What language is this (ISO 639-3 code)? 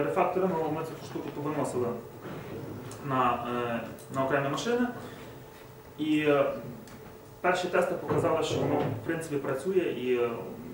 ukr